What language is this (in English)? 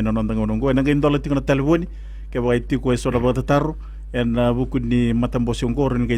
Fijian